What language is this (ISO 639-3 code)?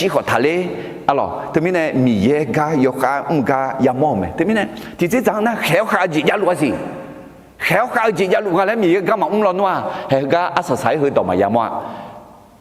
ahk